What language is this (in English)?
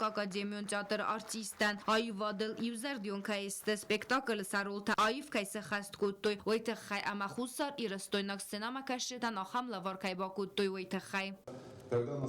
Ossetic